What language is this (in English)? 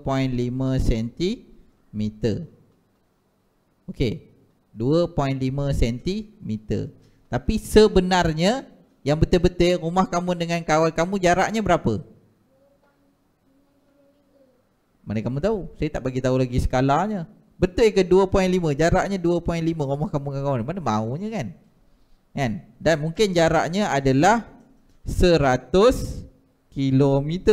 Malay